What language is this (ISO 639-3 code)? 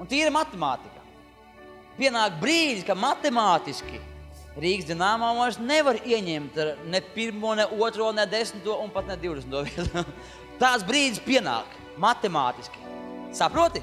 lav